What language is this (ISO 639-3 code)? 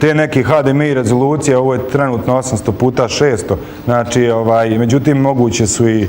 bos